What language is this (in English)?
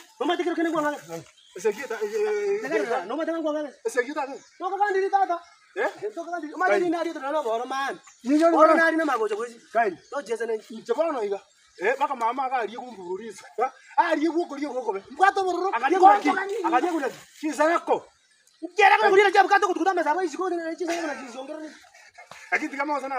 Swahili